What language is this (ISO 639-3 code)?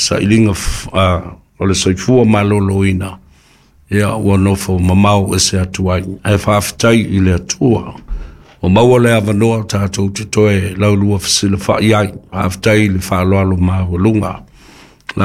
smo